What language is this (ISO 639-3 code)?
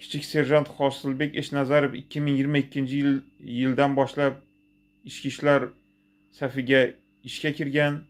uzb